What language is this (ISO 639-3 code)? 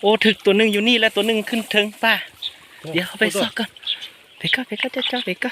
lao